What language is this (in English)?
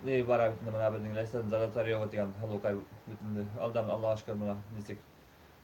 Bashkir